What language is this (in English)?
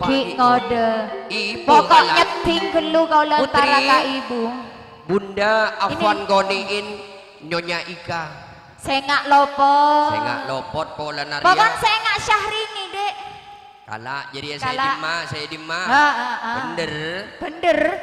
Madurese